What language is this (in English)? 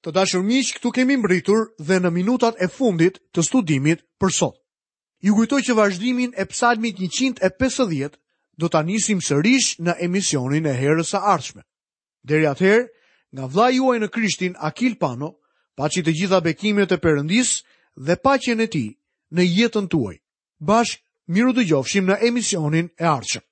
Albanian